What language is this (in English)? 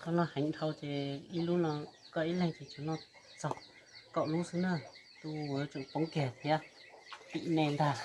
Hmong